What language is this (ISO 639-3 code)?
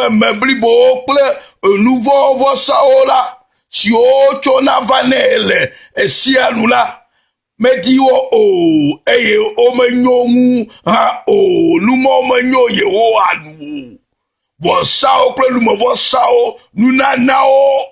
ewe